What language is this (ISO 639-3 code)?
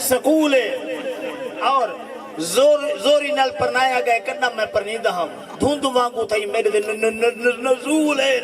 skr